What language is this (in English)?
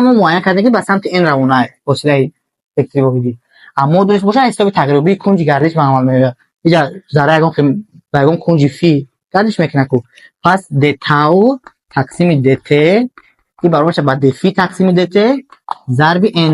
Tajik